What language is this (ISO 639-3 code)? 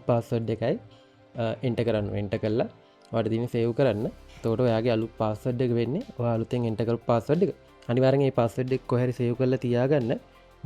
sin